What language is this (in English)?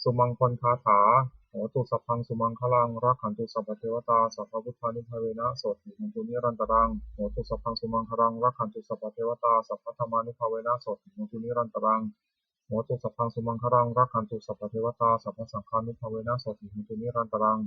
Pali